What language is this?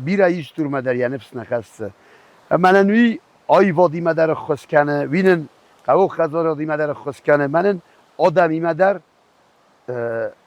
Ossetic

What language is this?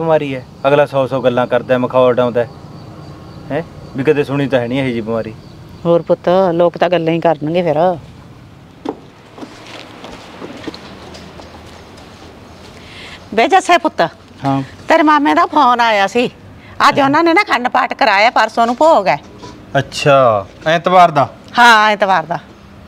Punjabi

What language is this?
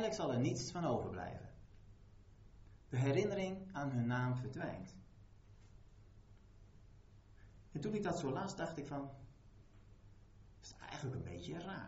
Dutch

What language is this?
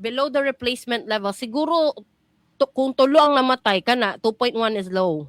Cebuano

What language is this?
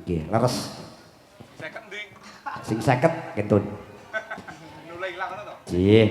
Javanese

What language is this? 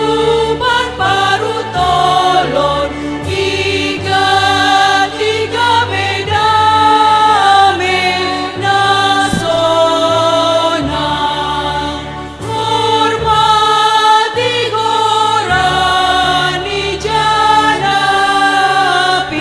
Batak Simalungun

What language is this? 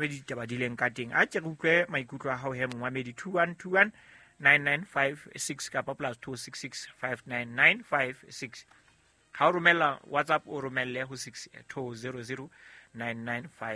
Southern Sotho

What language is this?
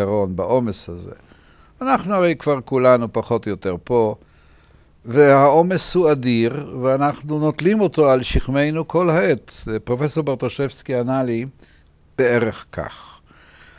Hebrew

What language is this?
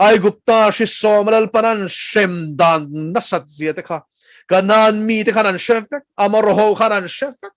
Mizo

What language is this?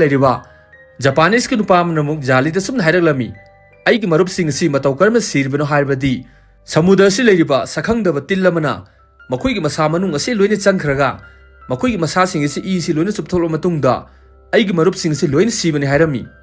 Manipuri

